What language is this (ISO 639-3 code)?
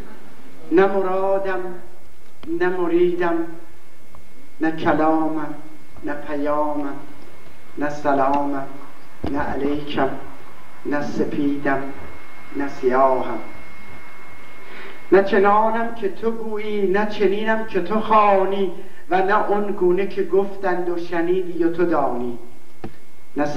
fas